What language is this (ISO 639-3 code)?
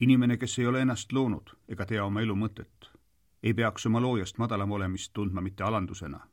est